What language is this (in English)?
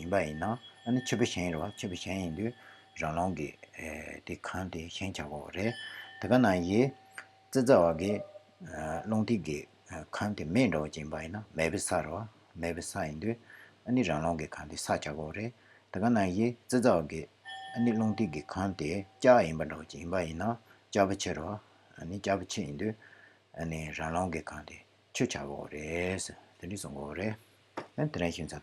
Tibetan